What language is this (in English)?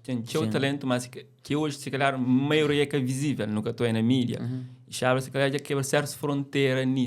Kabuverdianu